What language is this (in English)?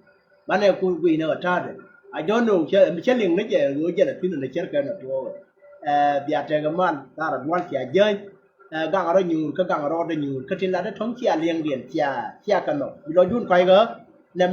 Nuer